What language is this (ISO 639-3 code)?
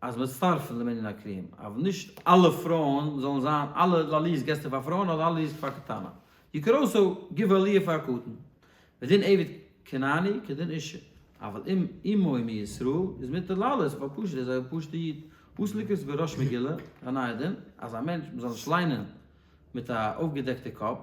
yid